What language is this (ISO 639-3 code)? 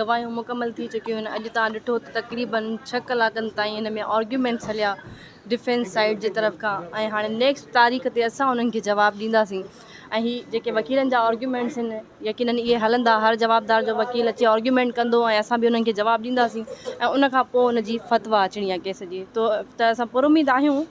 snd